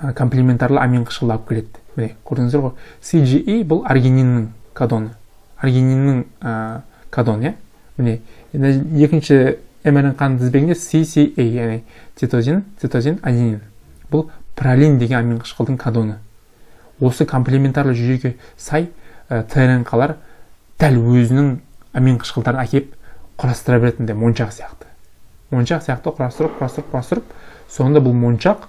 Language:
Kazakh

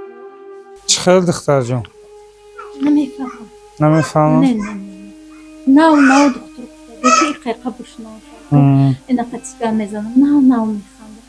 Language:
Tajik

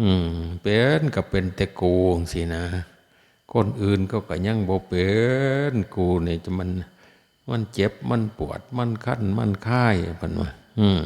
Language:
Northeastern Thai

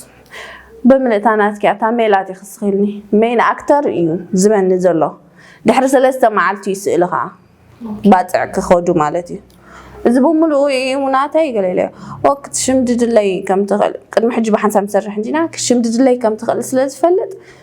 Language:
Tigrinya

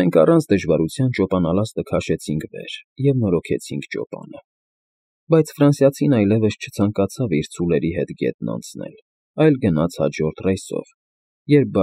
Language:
Armenian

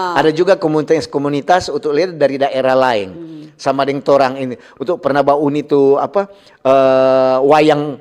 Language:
Manado Malay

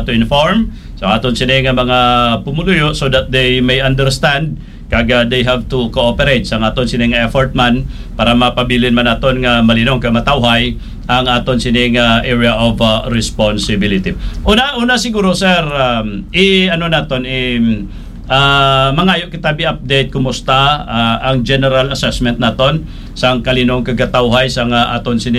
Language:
Hiligaynon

